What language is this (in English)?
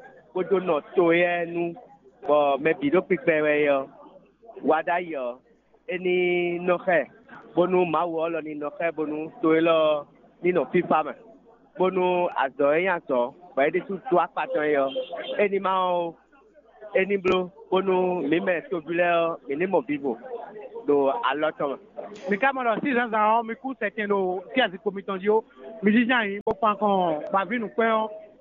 Fon